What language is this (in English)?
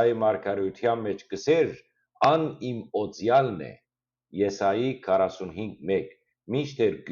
Western Armenian